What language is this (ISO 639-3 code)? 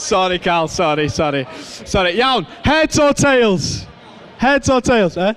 cym